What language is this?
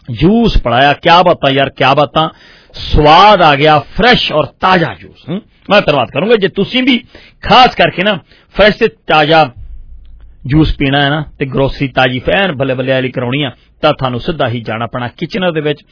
Punjabi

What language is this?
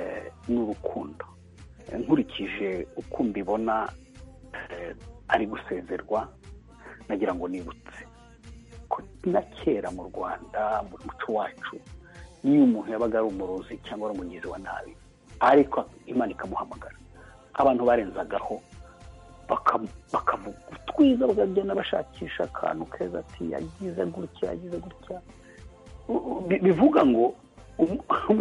Kinyarwanda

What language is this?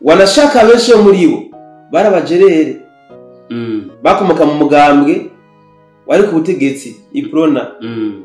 Rundi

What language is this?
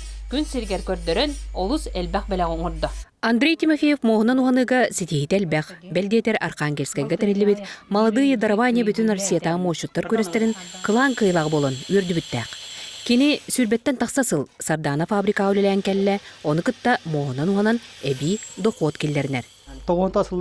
Yakut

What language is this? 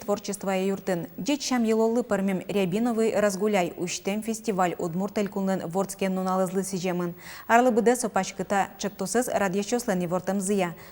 Udmurt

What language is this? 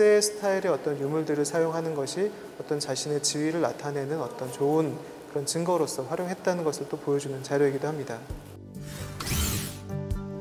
Korean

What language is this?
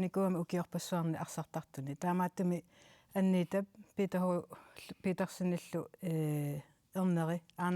Kalaallisut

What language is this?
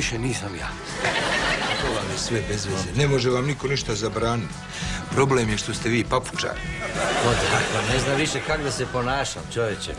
Croatian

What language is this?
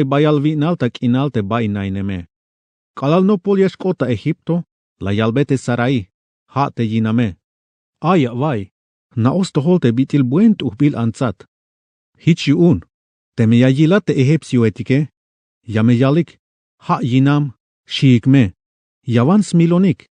Tzeltal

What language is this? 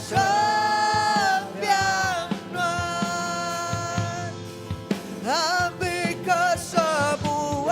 Iban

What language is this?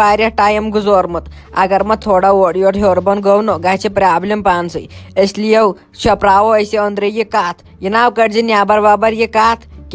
Kashmiri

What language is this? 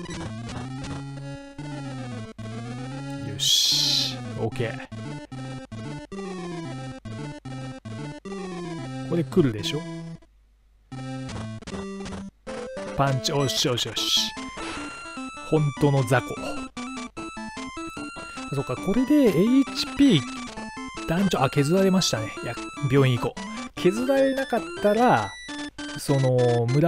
Japanese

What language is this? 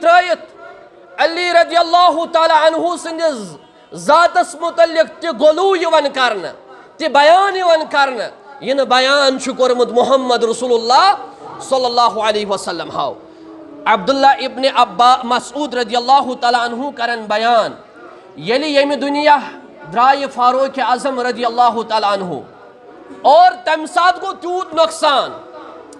Kashmiri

